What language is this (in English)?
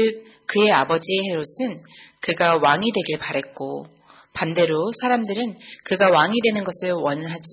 Korean